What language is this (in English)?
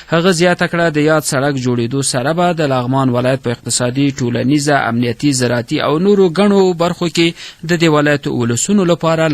Pashto